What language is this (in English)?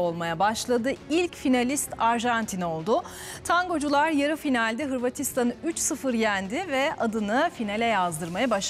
Turkish